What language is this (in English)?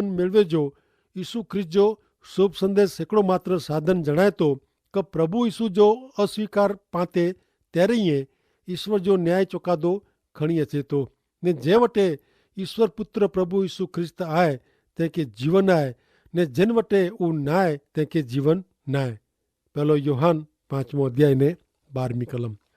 Kachhi